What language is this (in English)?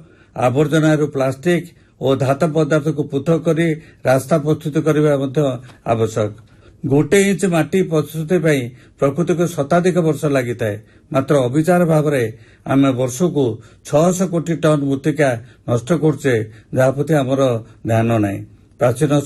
Odia